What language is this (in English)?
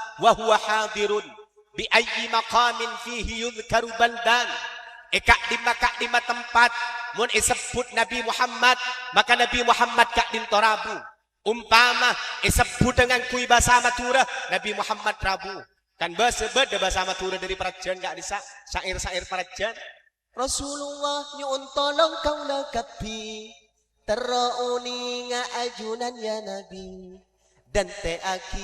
Madurese